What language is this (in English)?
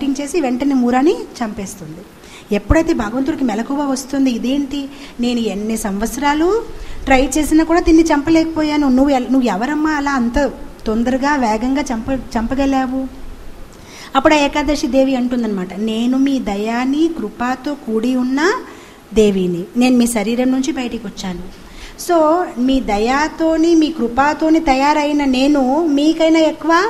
Telugu